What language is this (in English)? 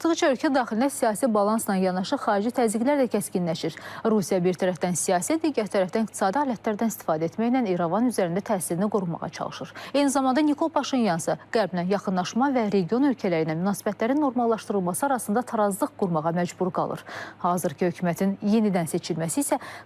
Azerbaijani